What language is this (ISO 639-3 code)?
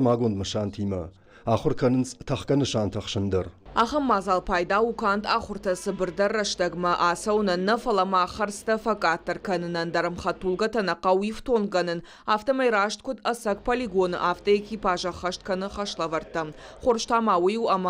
oss